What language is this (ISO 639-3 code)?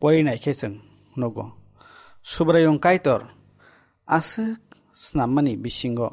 trp